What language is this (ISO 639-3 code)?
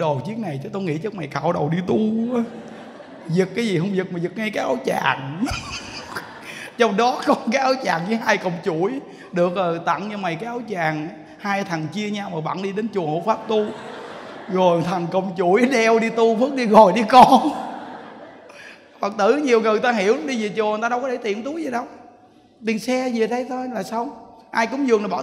vie